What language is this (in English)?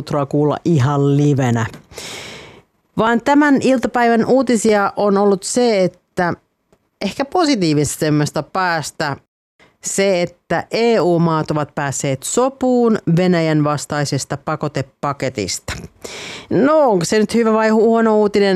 Finnish